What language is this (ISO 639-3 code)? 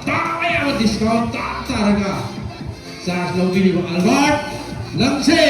mni